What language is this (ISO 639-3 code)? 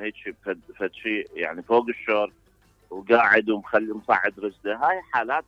acm